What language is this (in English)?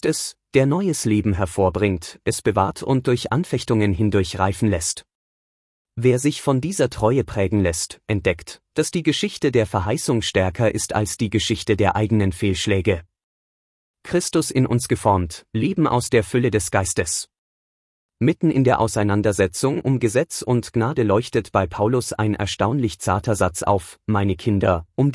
German